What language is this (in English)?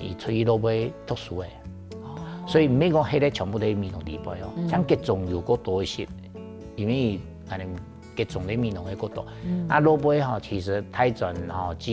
Hakka Chinese